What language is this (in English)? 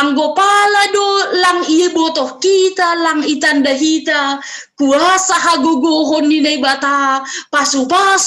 Batak Simalungun